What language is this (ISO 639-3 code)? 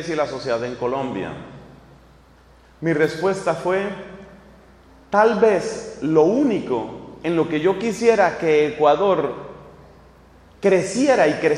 spa